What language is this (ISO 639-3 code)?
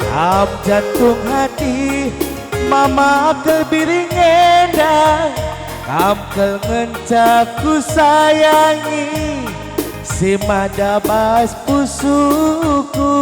btx